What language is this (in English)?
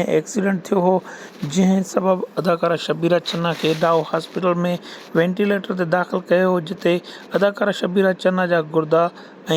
Sindhi